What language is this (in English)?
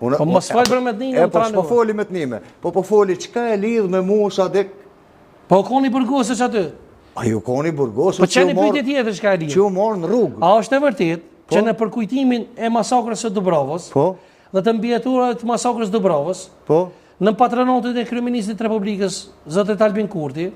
Albanian